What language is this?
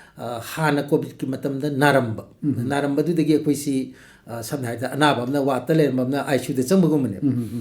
Manipuri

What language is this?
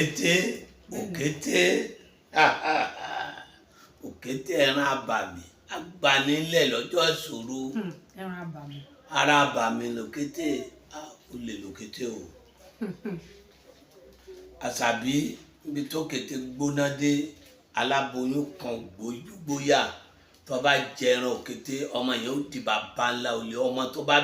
Yoruba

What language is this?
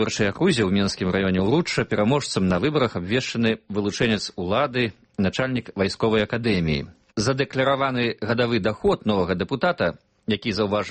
Belarusian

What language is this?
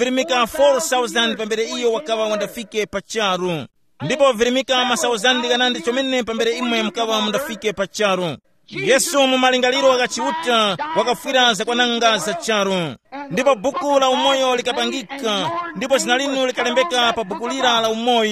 Tumbuka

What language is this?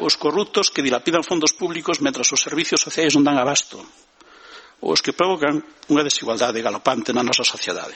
Galician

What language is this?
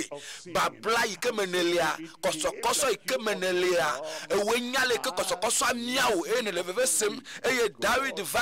Ewe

